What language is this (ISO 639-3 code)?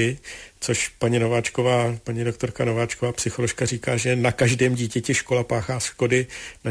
ces